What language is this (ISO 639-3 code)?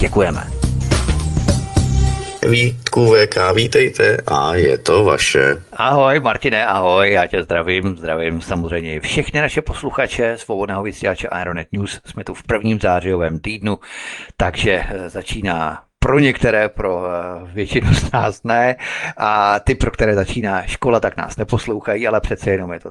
ces